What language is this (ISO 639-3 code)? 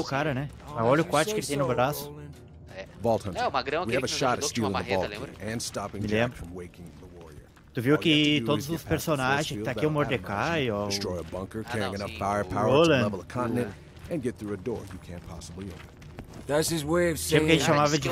por